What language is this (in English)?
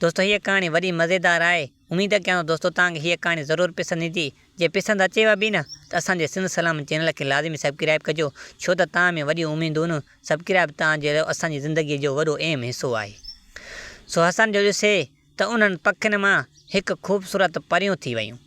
Sindhi